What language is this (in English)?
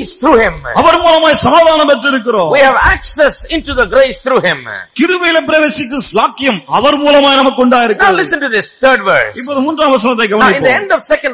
Tamil